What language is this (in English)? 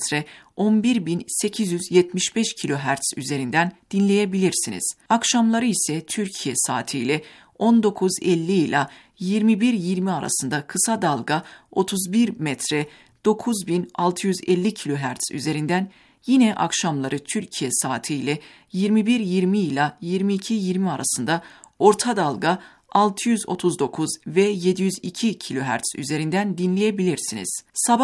Turkish